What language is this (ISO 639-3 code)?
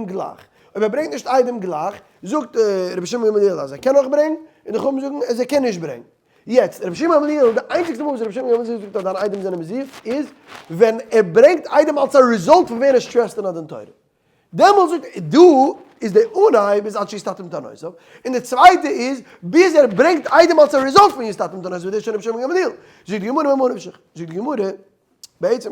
yid